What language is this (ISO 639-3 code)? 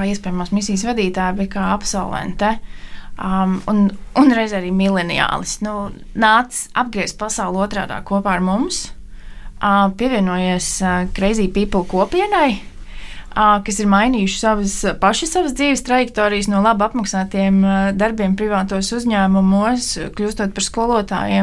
lav